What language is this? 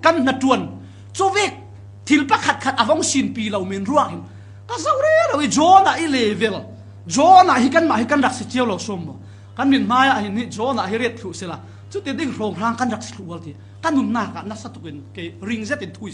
Falam Chin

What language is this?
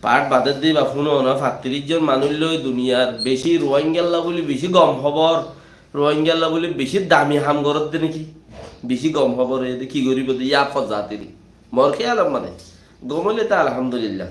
Rohingya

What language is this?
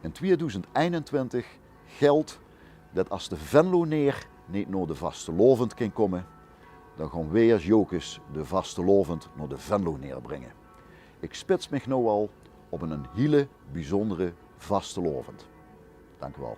Limburgish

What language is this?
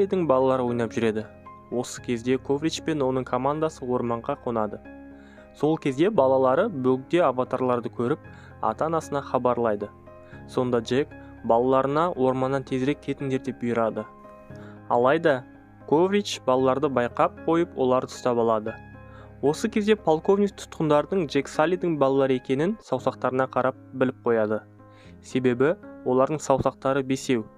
Kazakh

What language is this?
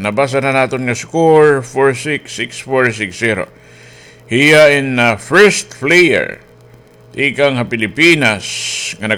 Waray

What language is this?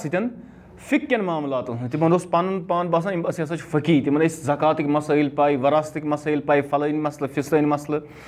Kashmiri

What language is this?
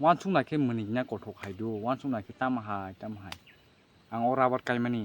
Kok Borok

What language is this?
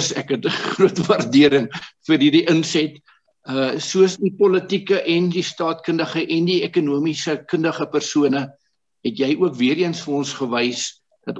Afrikaans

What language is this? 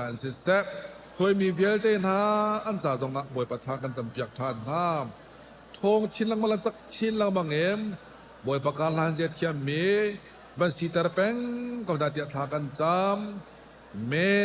Hakha Chin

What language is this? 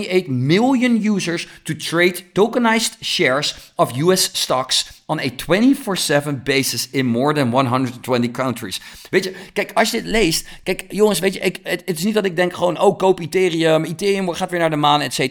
Dutch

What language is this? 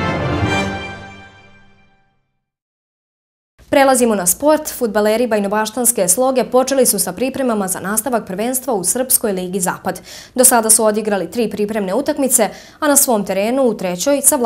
Serbian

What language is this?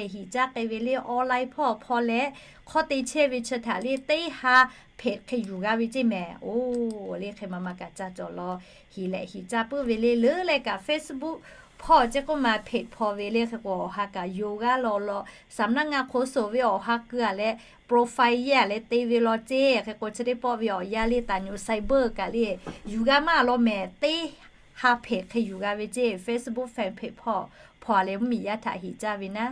Lahu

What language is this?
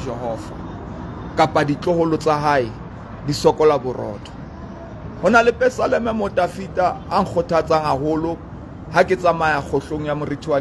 Southern Sotho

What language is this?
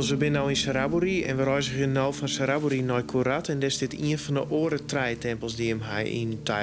Western Frisian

